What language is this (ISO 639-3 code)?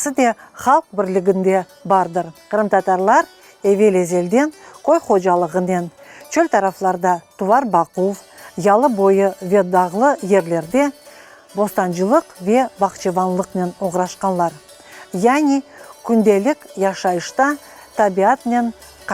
crh